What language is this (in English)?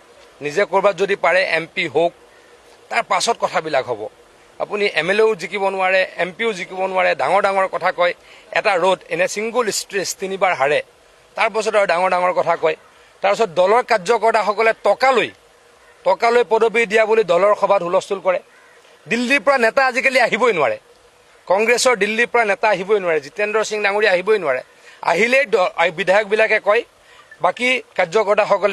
Assamese